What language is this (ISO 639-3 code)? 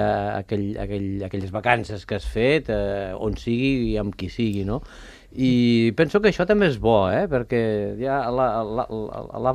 cat